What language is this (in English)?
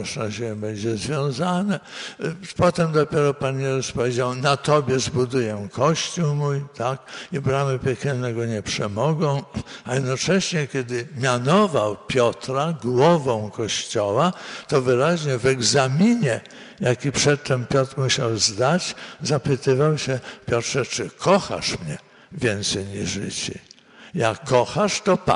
Polish